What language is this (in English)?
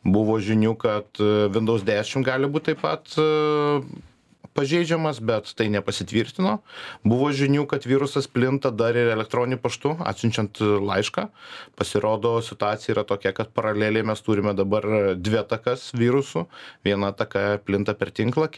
Lithuanian